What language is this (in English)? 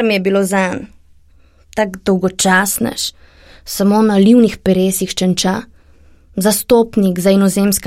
Slovenian